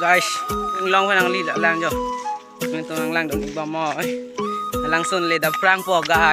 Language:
Karbi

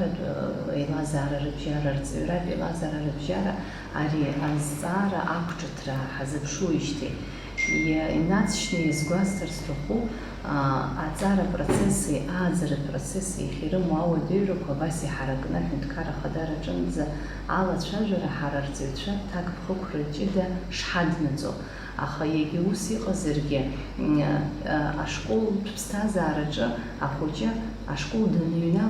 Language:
Abkhazian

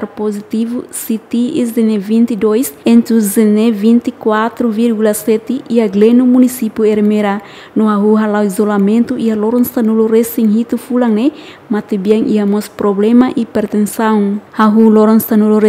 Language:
Tetum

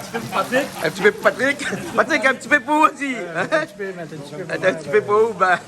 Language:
Réunion Creole French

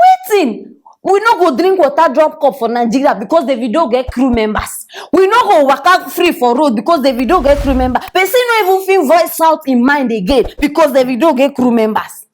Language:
Nigerian Pidgin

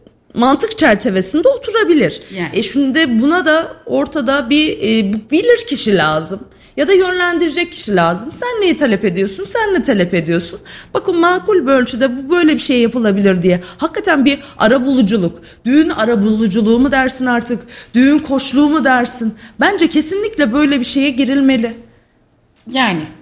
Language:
Turkish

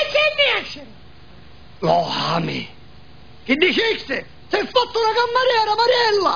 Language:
Sicilian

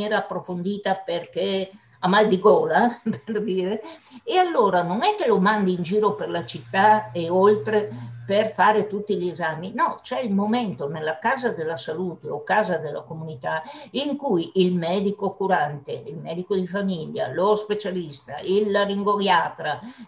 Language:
Italian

